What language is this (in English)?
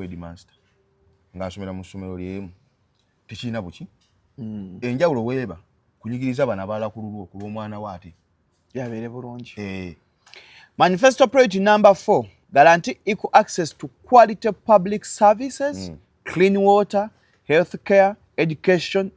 Ganda